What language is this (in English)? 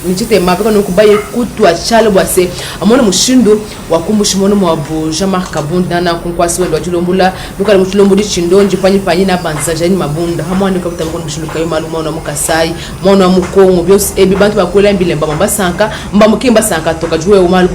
Luba-Lulua